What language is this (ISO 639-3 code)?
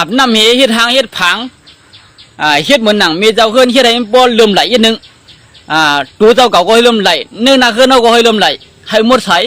shn